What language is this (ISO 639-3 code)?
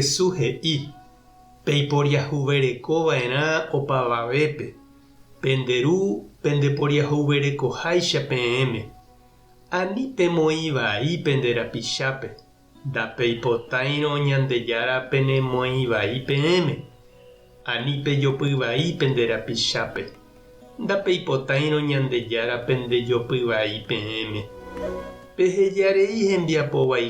grn